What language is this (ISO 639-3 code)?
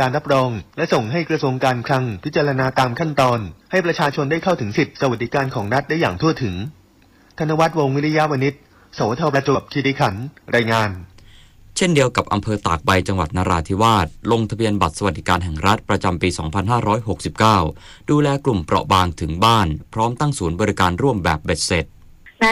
tha